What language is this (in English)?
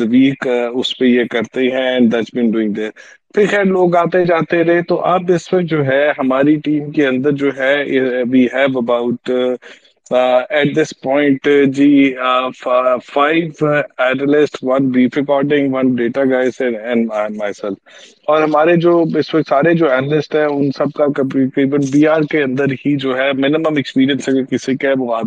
Urdu